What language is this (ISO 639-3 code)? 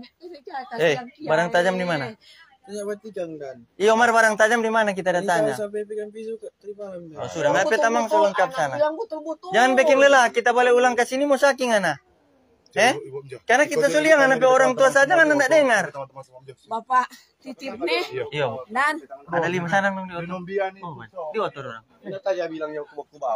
xmm